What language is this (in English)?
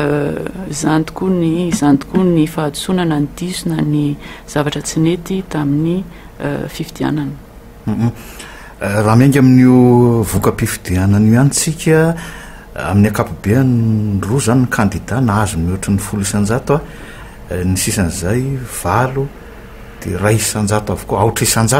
Malagasy